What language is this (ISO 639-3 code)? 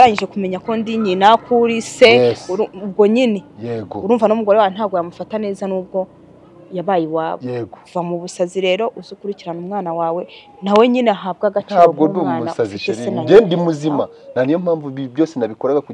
kin